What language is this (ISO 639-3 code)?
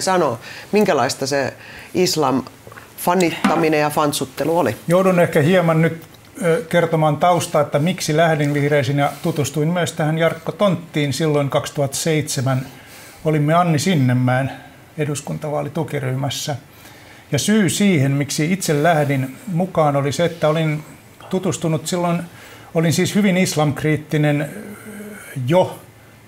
fin